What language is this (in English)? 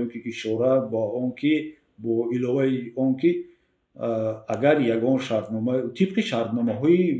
Tajik